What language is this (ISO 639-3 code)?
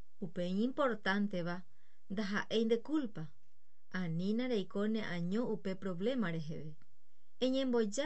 grn